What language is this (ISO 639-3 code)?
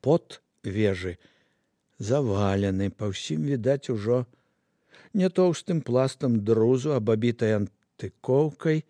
bel